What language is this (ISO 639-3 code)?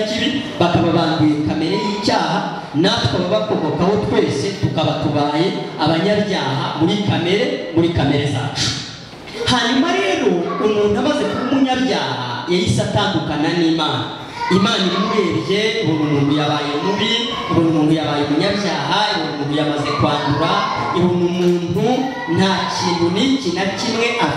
kin